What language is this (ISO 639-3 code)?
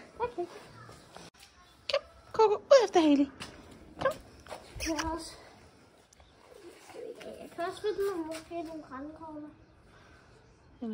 dan